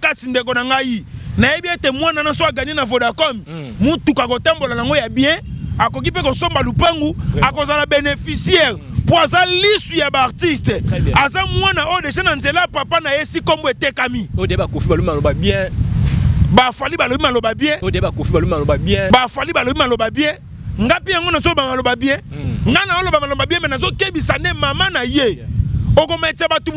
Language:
Lingala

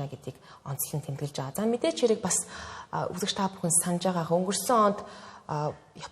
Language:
Mongolian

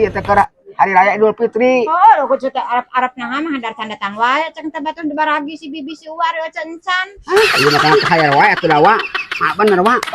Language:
Sundanese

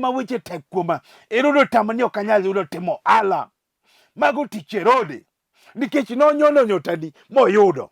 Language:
Luo (Kenya and Tanzania)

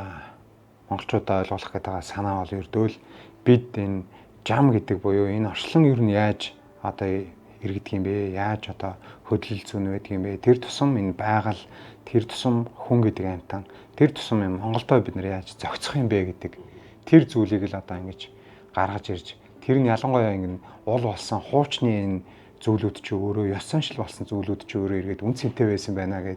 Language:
Mongolian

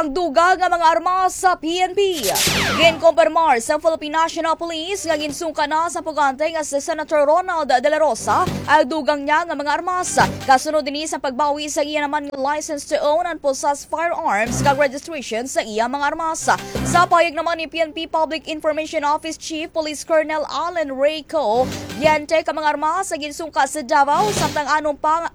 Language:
Hiligaynon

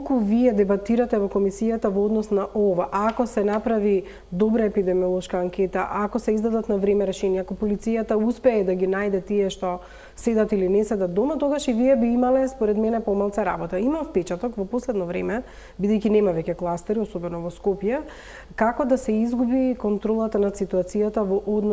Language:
Macedonian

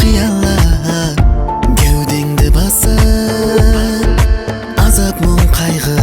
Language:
Kara-Kalpak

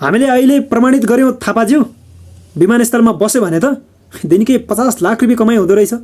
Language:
Nepali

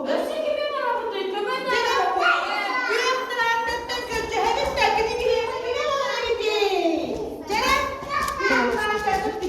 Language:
Yakut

